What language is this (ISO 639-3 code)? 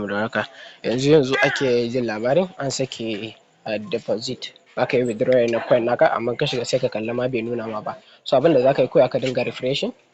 hau